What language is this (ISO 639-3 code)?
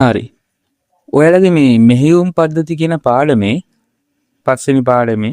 sin